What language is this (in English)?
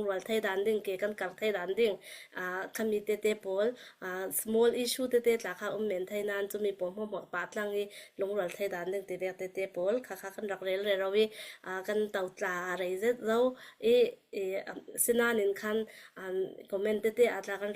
Falam Chin